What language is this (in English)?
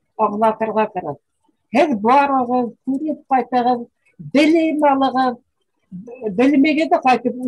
Bashkir